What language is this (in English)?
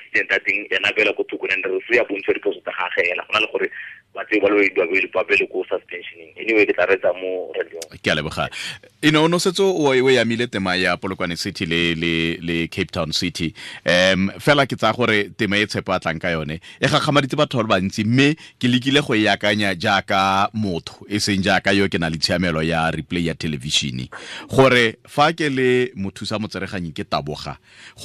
Tswana